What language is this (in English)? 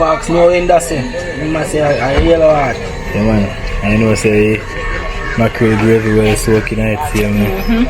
Jamaican Creole English